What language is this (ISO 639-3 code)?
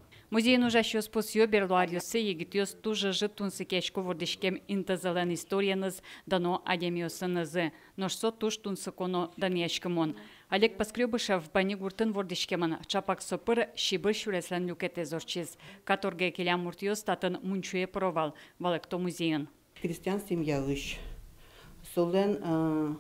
udm